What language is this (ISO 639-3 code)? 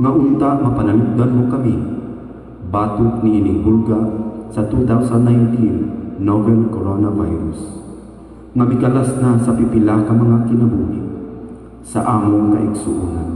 ceb